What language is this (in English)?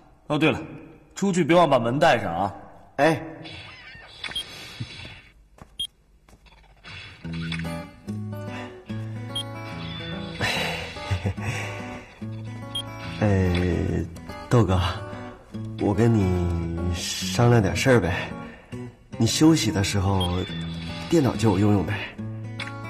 Chinese